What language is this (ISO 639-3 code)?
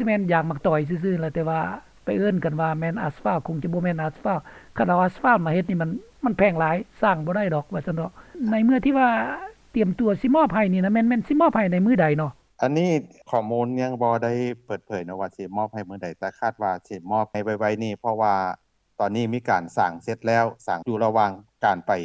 lao